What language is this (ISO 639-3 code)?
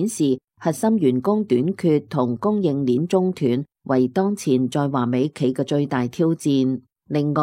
yue